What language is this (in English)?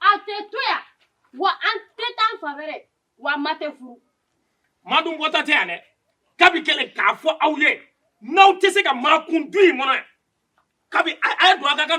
Bambara